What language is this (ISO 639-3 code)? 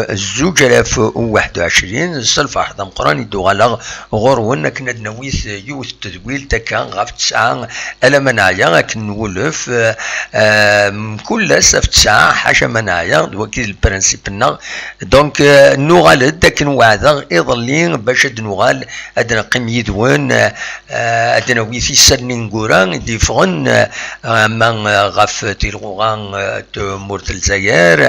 kab